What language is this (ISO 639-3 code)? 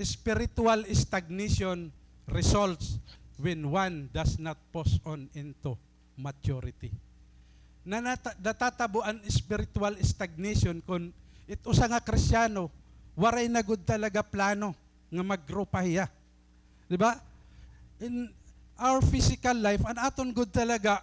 war